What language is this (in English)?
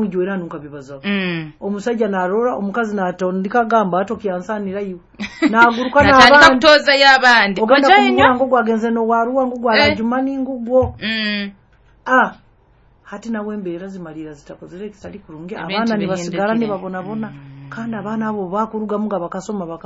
Nyoro